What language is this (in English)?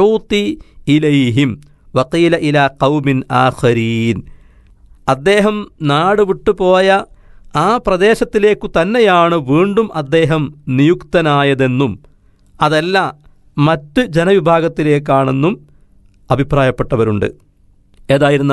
Malayalam